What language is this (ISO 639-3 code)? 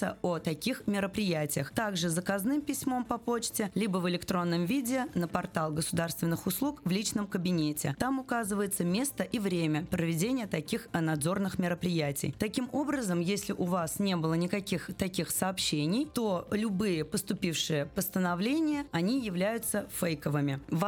rus